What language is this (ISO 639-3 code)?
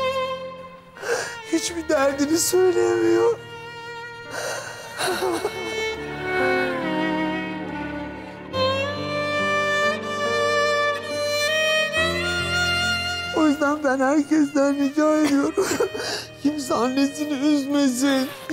tur